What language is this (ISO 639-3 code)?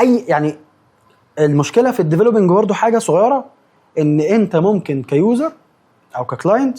arz